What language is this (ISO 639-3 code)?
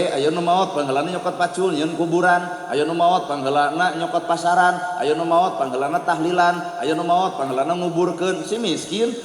sun